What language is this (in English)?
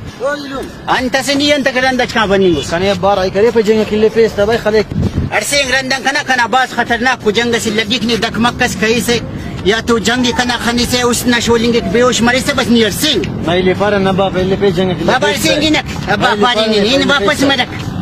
Brahui